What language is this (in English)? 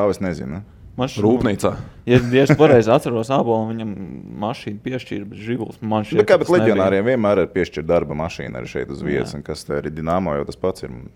Latvian